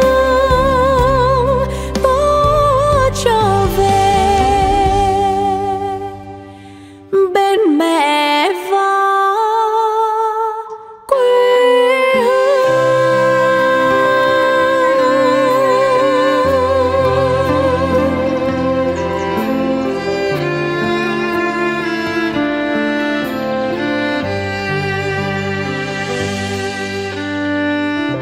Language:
Vietnamese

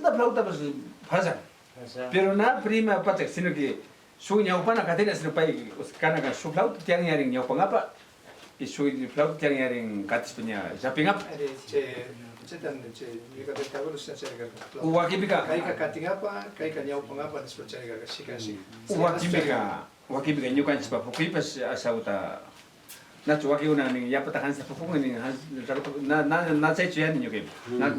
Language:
Chimborazo Highland Quichua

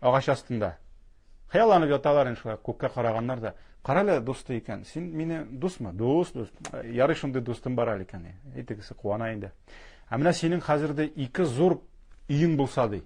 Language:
Tatar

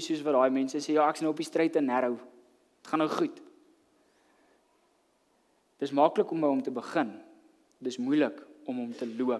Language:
Afrikaans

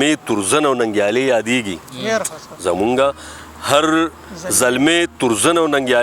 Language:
Pashto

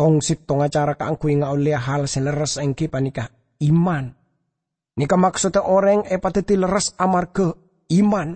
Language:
Madurese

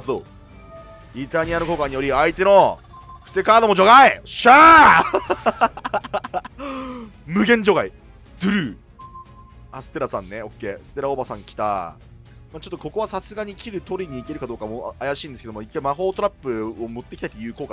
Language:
Japanese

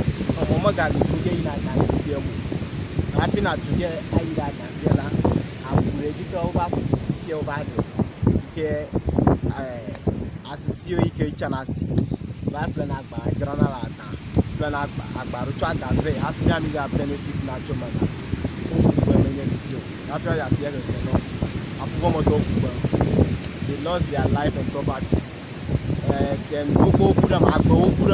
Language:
Ewe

